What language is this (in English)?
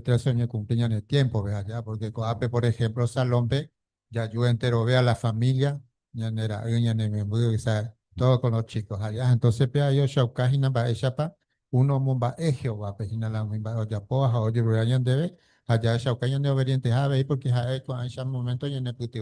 Guarani